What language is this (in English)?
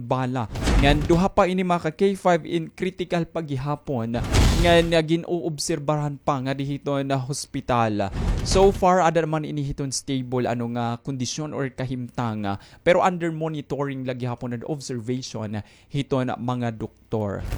Waray